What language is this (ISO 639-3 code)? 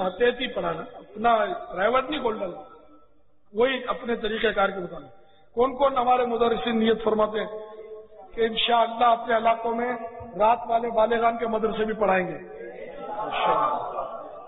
urd